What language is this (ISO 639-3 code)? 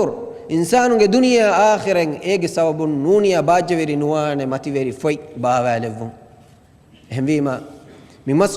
div